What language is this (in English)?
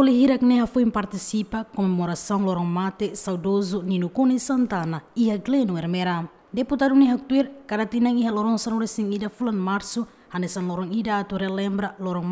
Tetum